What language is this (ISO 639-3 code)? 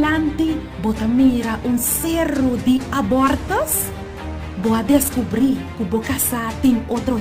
pap